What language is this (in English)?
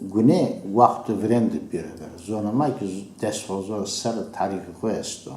Zaza